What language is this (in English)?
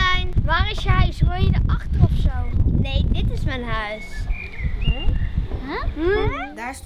Dutch